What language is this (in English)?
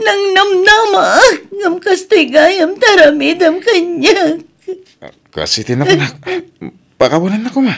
Iloko